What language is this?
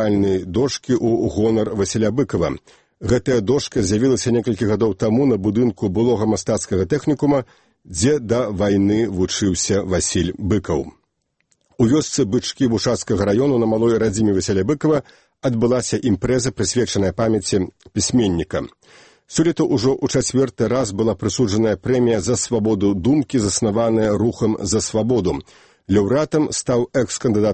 Belarusian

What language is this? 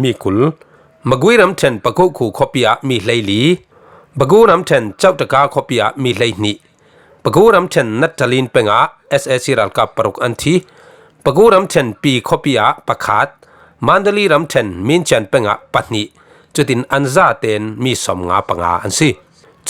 Falam Chin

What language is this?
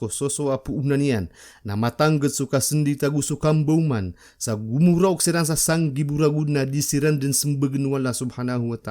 Maranao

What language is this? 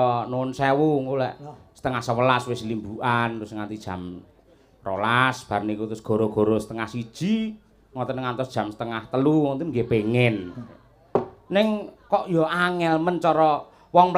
Javanese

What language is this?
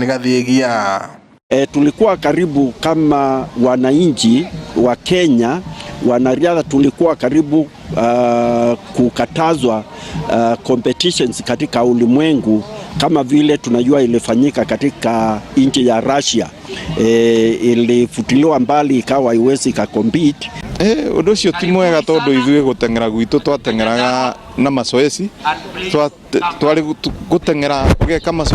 Kikuyu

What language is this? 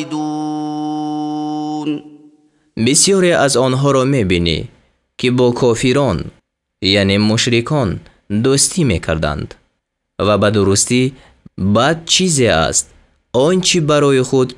Tajik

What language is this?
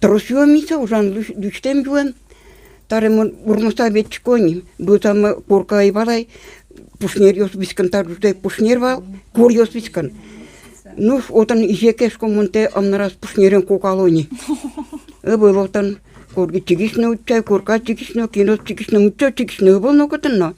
Udmurt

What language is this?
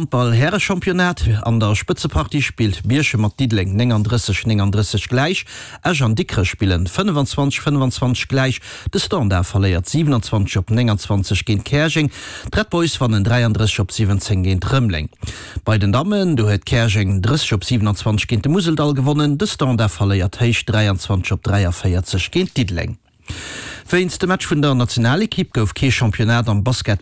Luxembourgish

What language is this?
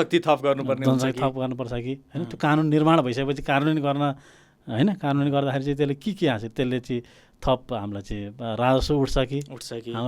Nepali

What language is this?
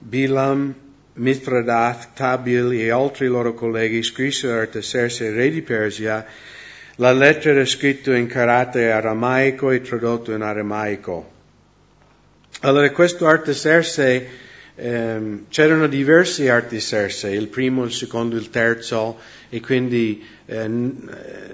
Italian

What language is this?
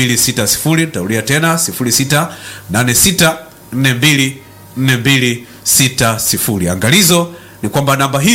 Swahili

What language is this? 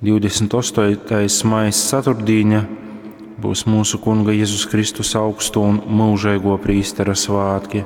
Latgalian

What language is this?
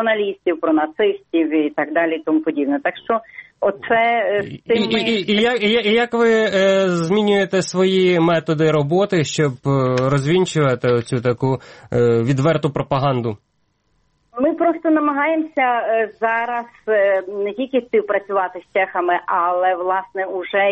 Ukrainian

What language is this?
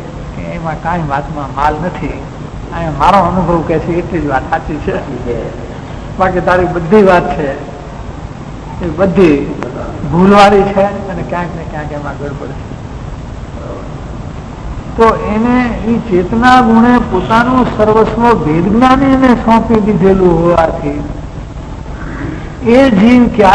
Gujarati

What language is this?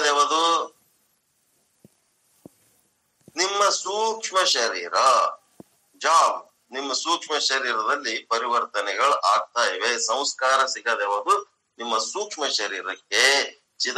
Kannada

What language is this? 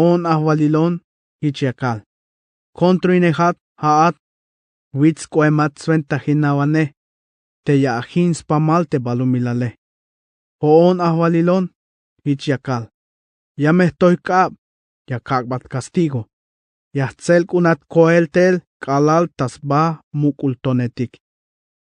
Tzeltal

